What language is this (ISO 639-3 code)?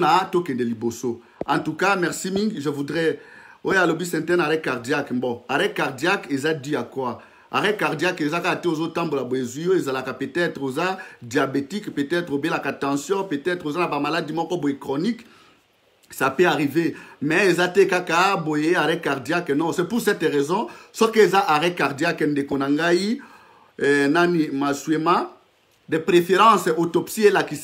fra